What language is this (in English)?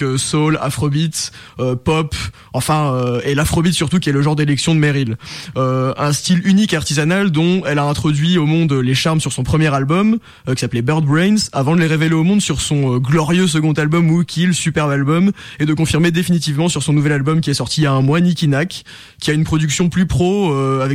French